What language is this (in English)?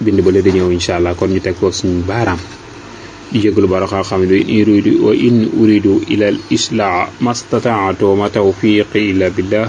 Wolof